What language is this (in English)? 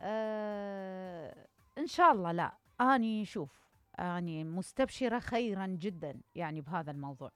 Mesopotamian Arabic